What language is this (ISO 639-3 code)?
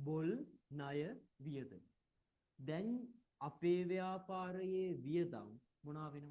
sin